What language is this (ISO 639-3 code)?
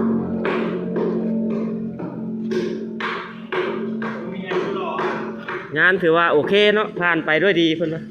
lao